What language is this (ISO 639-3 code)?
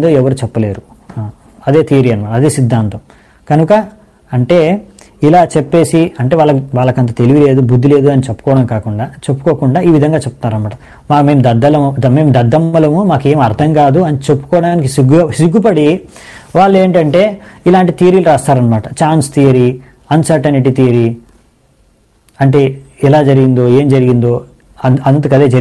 tel